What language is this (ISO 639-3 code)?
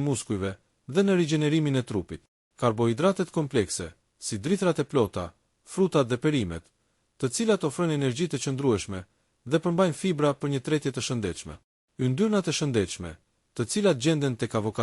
sqi